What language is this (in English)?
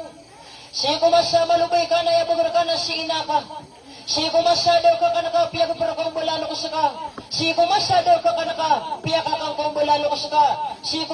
Maranao